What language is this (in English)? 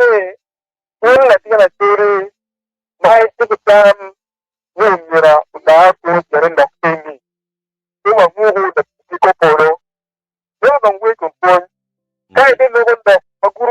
Acoli